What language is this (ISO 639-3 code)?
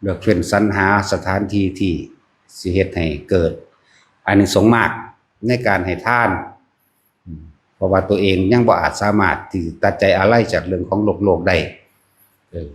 tts